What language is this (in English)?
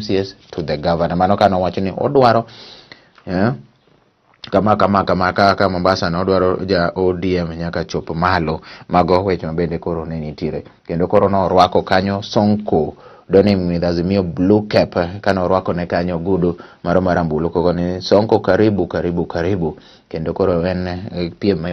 Luo (Kenya and Tanzania)